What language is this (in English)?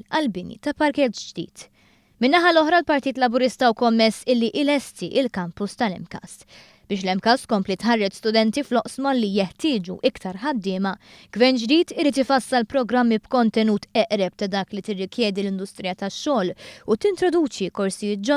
Maltese